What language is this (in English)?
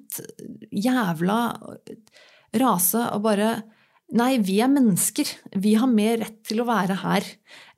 Norwegian